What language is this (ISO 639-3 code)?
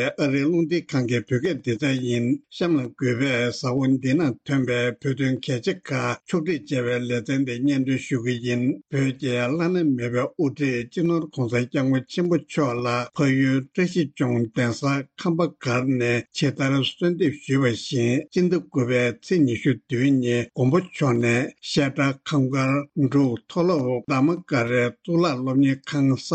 bod